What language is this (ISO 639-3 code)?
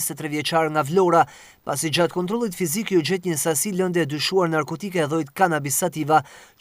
sqi